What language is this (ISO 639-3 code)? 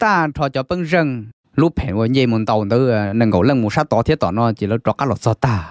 hmn